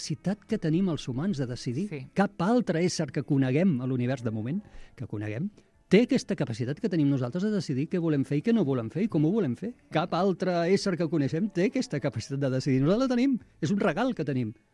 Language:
Catalan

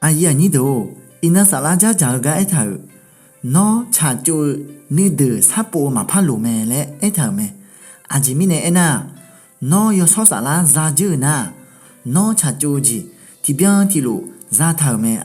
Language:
Akha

